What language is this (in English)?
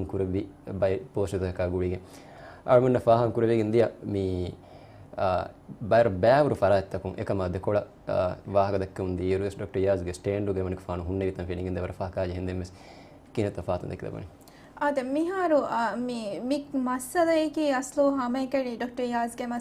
Divehi